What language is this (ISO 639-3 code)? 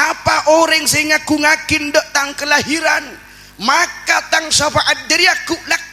mad